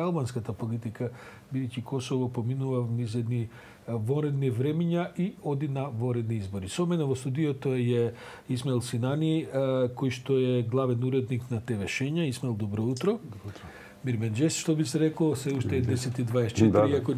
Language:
Macedonian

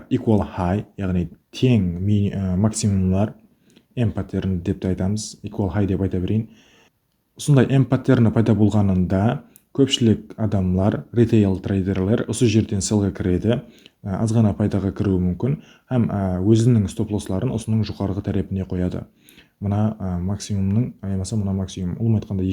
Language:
Kara-Kalpak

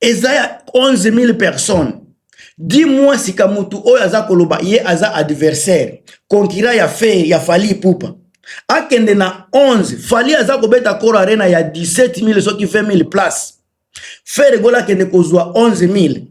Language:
Lingala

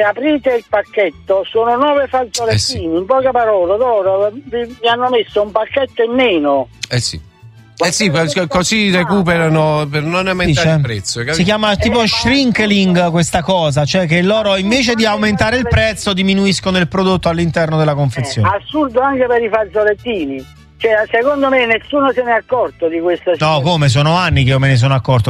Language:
Italian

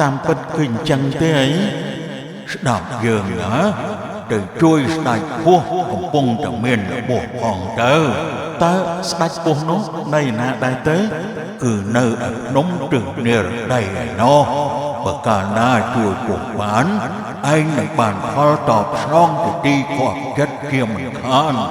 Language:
Khmer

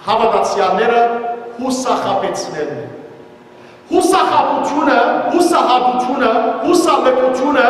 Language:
Western Armenian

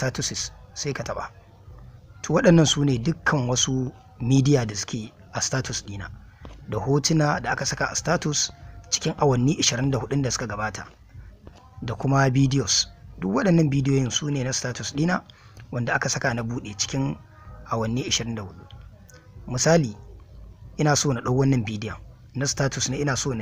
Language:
Hausa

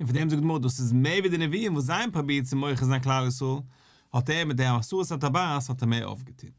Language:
Yiddish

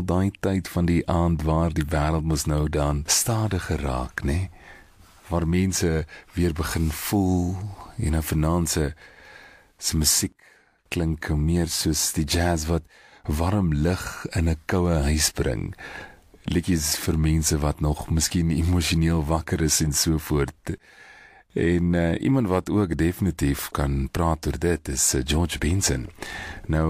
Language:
Afrikaans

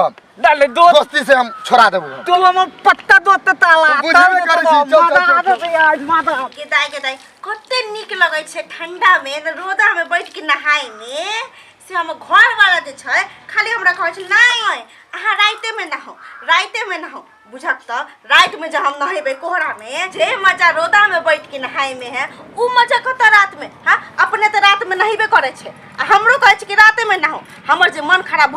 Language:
Maithili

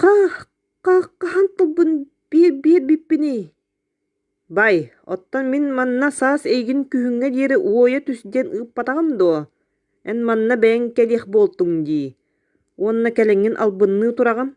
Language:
Yakut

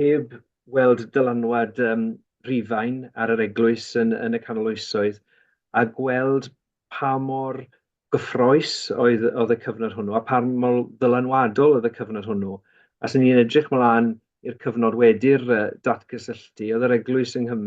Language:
Welsh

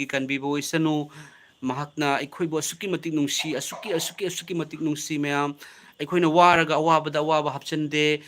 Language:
Manipuri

